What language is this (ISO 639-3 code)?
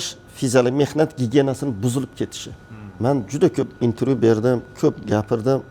uzb